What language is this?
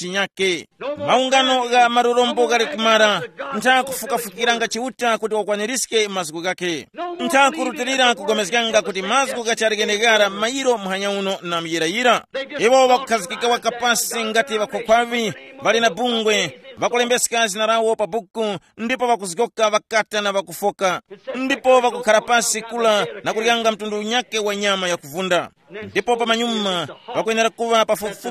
Tumbuka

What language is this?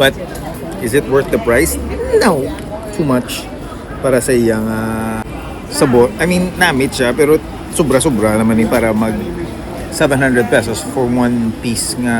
Hiligaynon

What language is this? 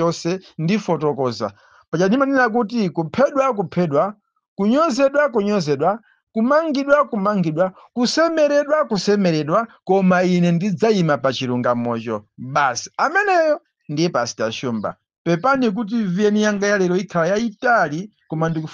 Nyanja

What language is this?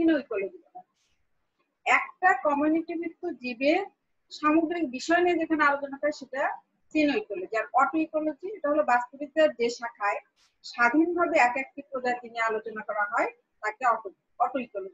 Bangla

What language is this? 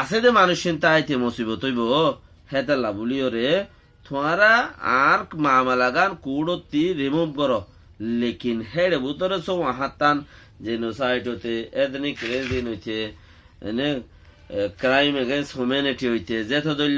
Rohingya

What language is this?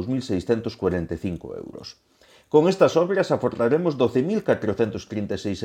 Galician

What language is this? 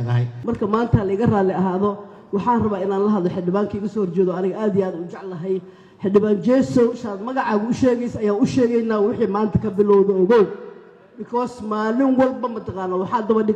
Somali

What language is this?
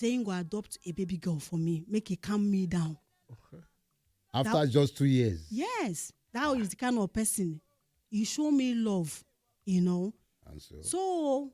Nigerian Pidgin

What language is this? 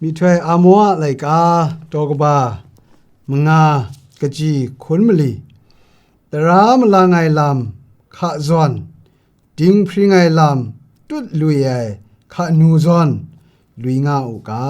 Kachin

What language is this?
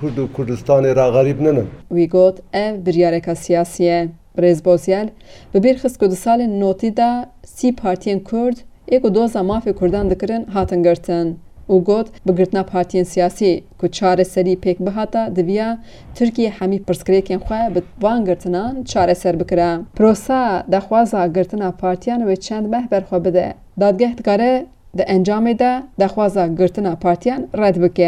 Kurdish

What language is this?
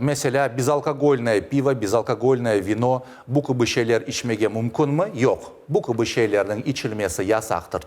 Crimean Tatar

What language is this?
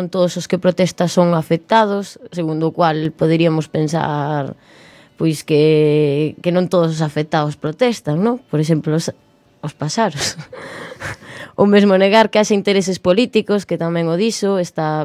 Galician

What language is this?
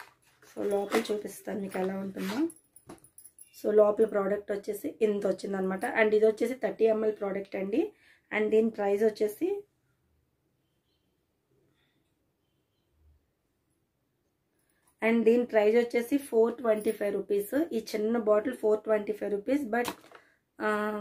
Telugu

